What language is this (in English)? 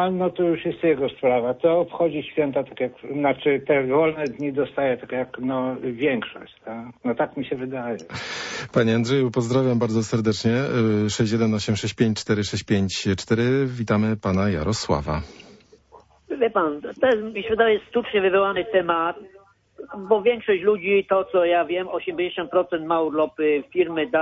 Polish